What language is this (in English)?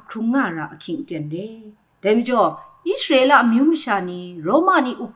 Kachin